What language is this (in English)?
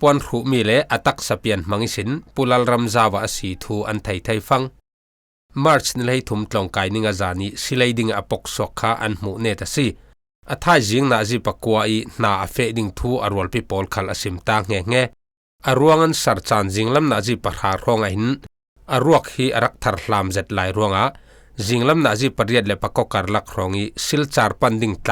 Falam Chin